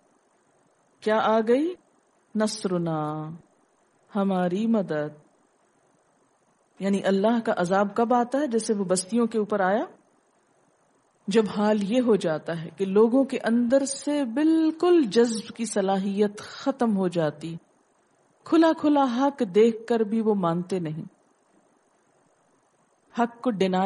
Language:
Urdu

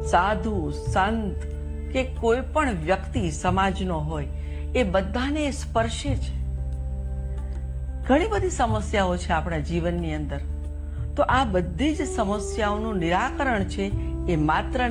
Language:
Gujarati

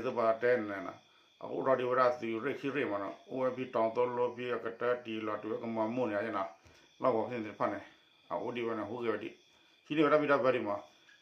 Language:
S'gaw Karen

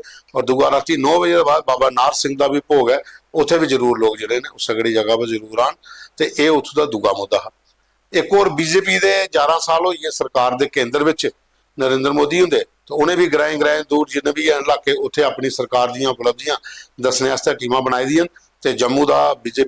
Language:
Dogri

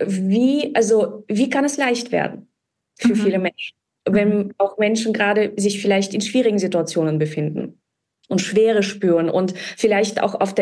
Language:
German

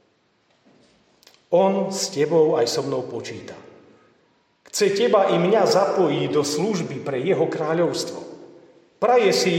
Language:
Slovak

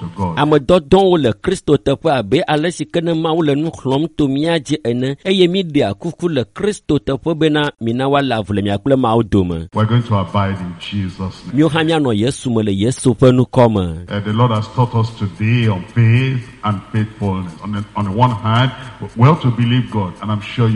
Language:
Ewe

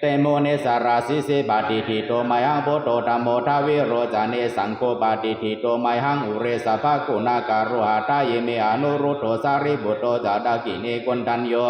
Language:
Pali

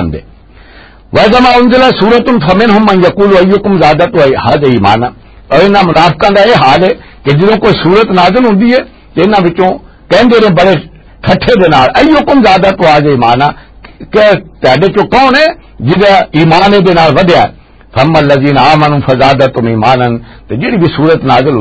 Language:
Western Panjabi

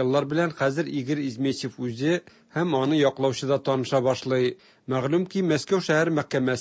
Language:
Tatar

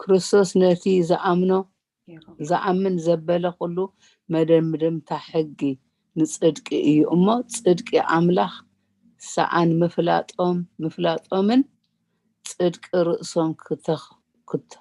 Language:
Tigrinya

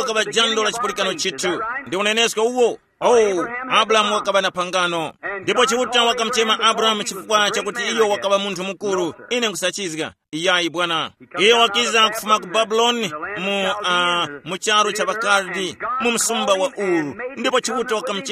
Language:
Tumbuka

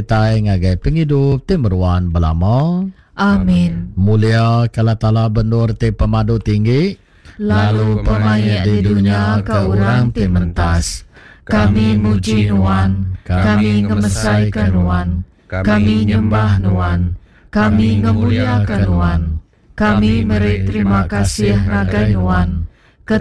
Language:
Iban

